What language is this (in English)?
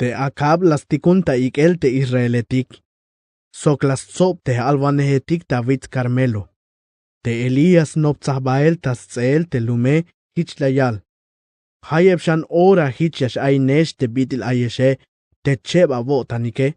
Tzeltal